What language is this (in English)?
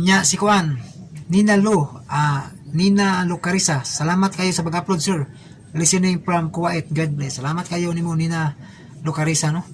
Cebuano